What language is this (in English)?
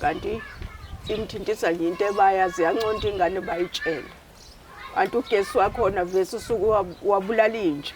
Zulu